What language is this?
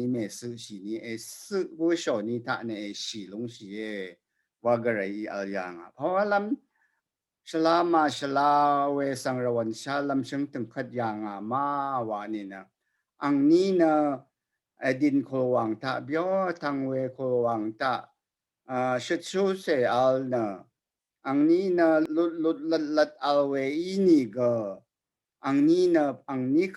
Rawang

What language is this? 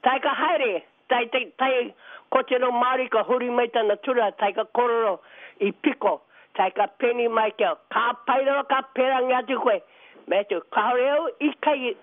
Māori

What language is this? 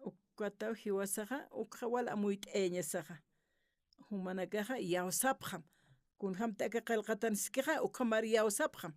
Aymara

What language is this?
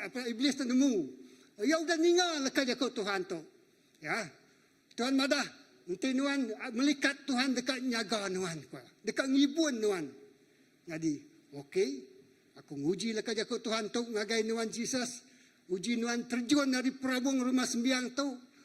Iban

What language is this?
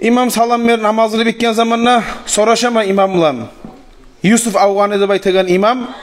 Kumyk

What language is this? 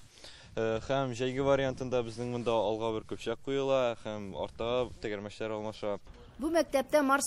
Tatar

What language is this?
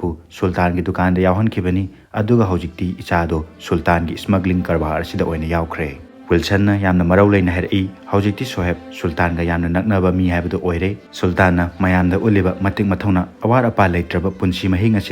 Manipuri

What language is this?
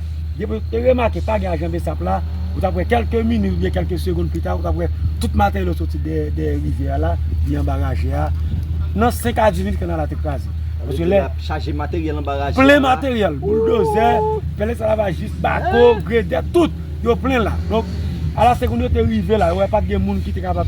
Haitian Creole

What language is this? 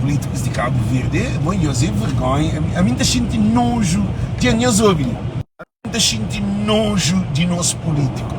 Kabuverdianu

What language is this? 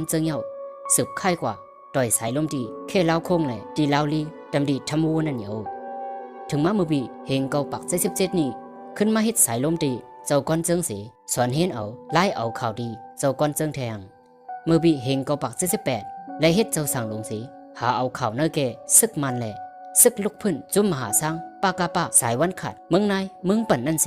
Shan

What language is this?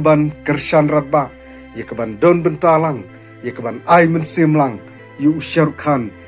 Khasi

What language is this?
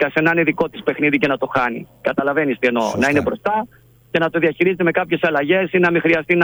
Greek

